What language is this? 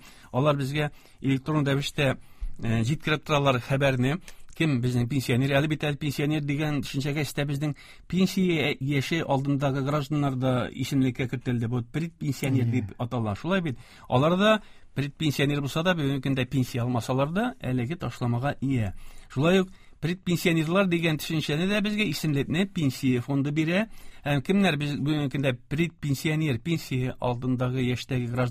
Tatar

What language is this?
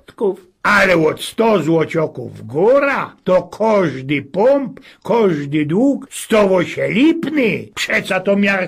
Silesian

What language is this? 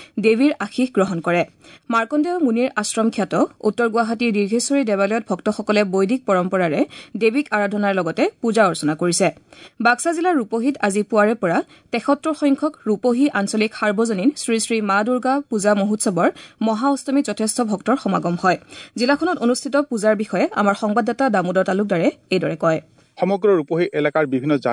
Assamese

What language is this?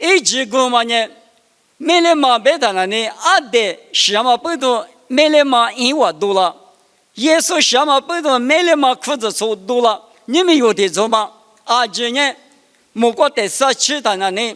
Lisu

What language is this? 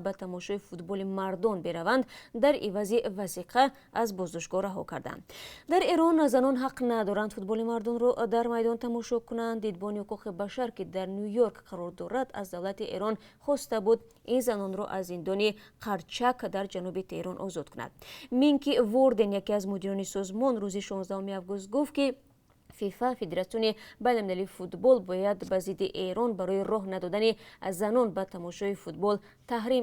Tajik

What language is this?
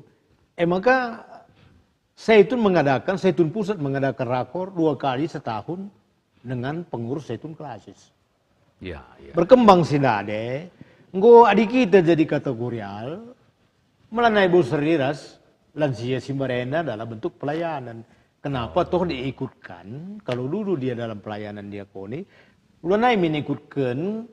Batak Karo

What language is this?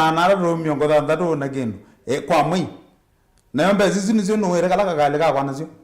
Kamba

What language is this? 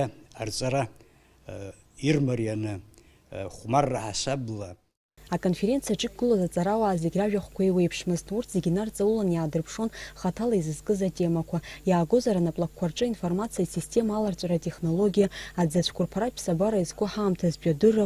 Abkhazian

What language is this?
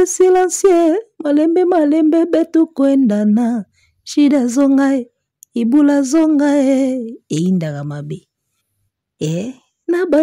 Lingala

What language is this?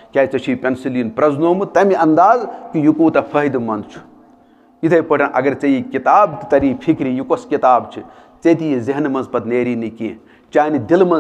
Kashmiri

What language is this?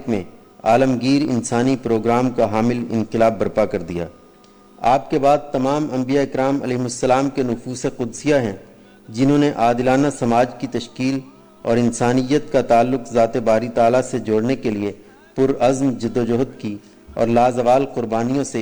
Urdu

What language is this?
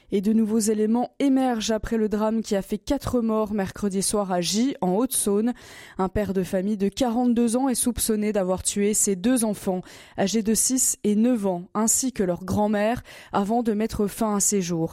French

